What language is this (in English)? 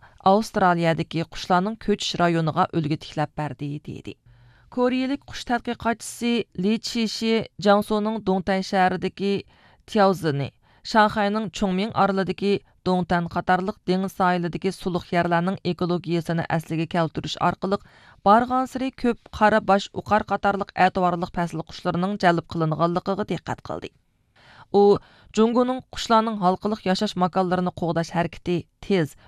Uyghur